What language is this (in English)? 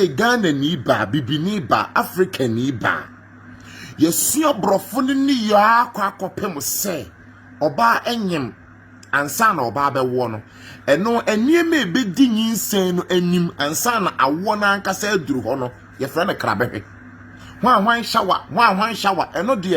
Akan